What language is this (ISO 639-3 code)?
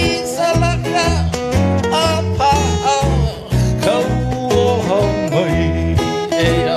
haw